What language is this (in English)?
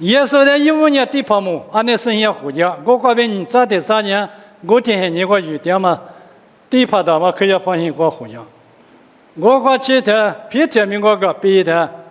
Lisu